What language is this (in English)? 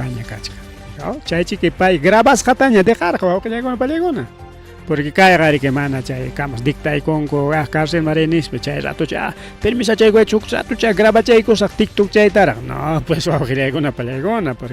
Ayacucho Quechua